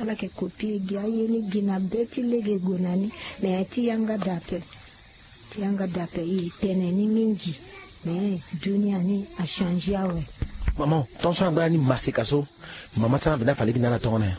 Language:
Sango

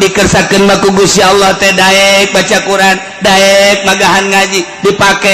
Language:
Sundanese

